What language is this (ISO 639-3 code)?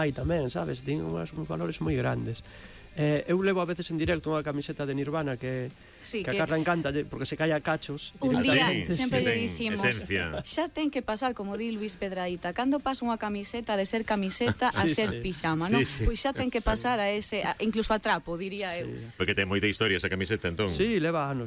glg